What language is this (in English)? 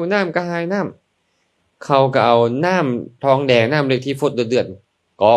Lao